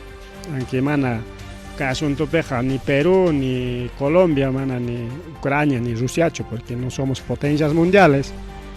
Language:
Ayacucho Quechua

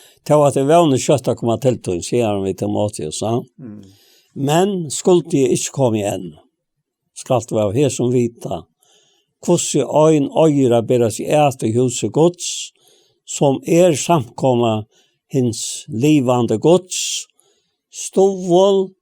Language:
Faroese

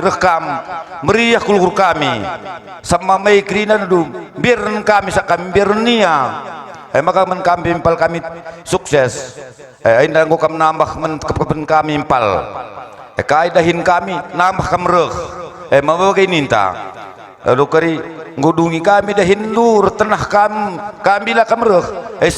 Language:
Batak Karo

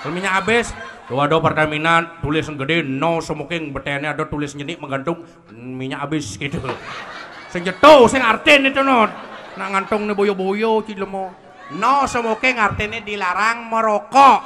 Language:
Balinese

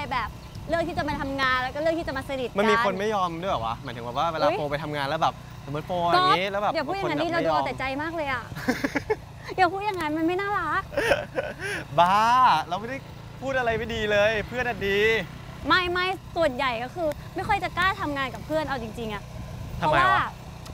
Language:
Thai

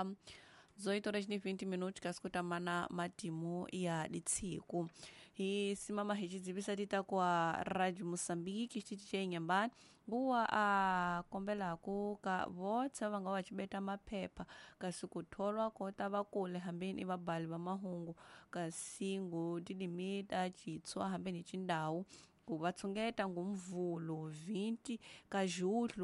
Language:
Tsonga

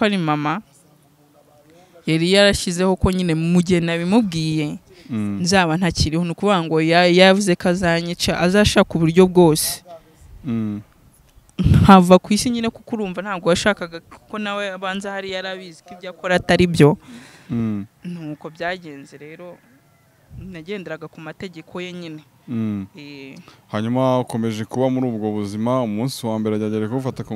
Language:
Kinyarwanda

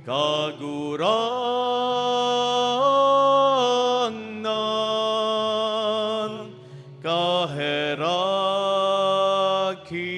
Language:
Bikol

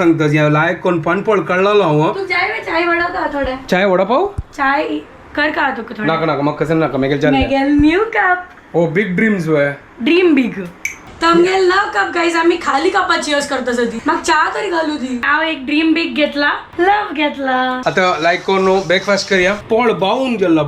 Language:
Konkani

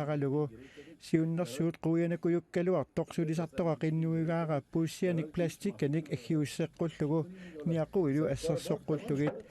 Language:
Kalaallisut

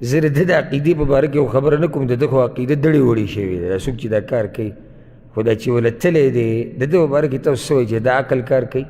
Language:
Pashto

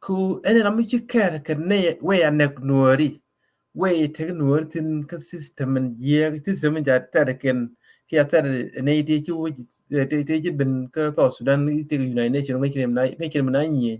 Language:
Nuer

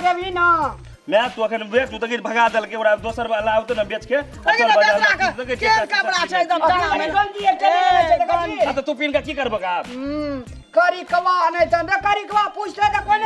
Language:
Maithili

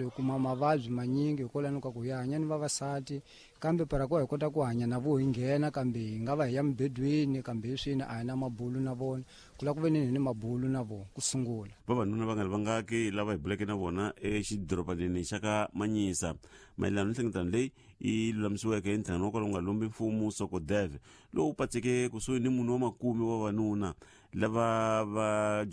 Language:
Tsonga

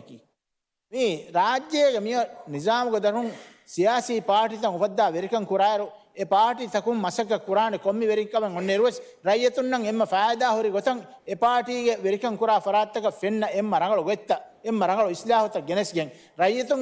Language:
Divehi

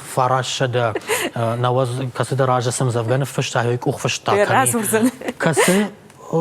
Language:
Ossetic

